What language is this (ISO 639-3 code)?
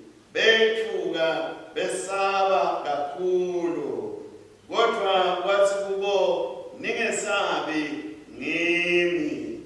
ssw